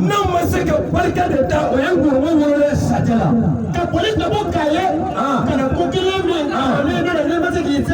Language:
Bambara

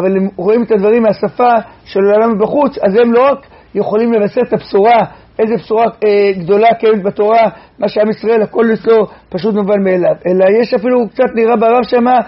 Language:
Hebrew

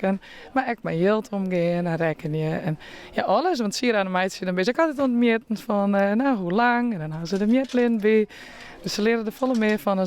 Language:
Western Frisian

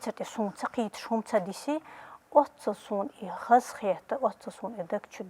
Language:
Chechen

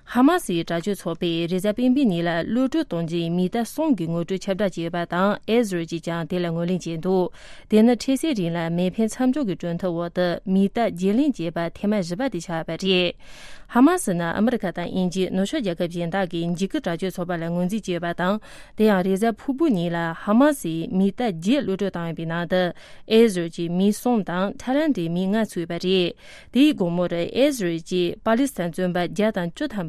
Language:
Tibetan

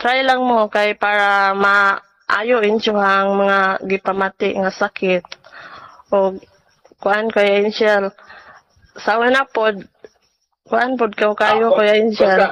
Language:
Cebuano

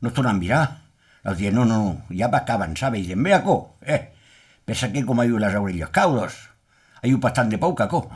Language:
Occitan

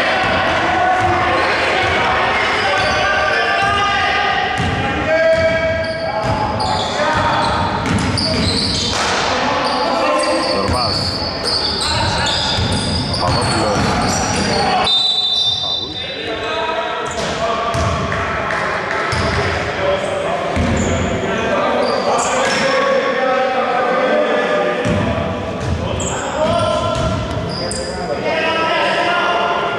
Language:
Greek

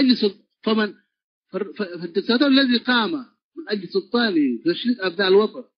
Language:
Tigre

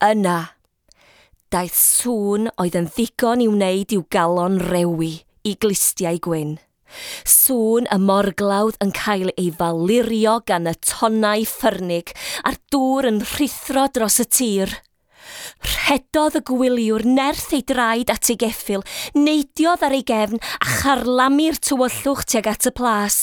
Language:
Welsh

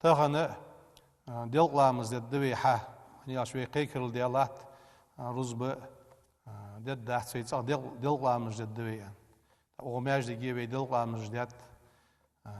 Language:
Ingush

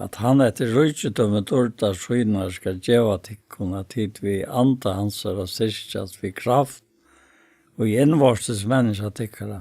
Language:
Faroese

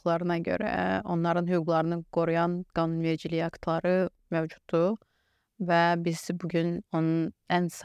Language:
Azerbaijani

